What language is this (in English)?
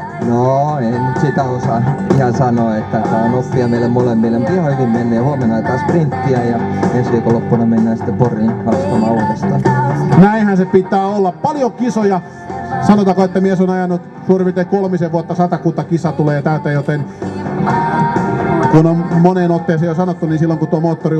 Finnish